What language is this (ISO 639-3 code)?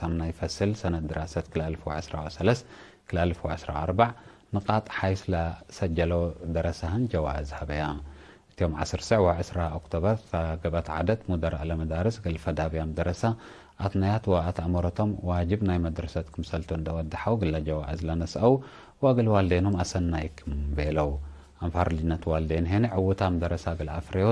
tig